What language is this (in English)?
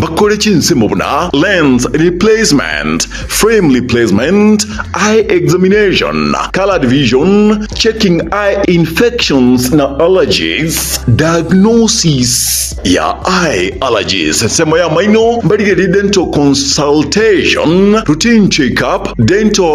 Gusii